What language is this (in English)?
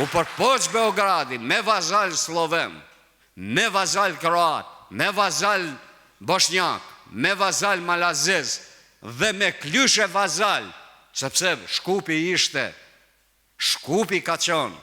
Albanian